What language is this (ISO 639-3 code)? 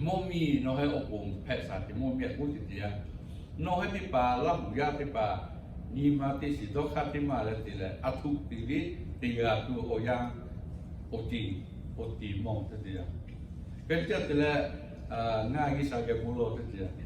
lhu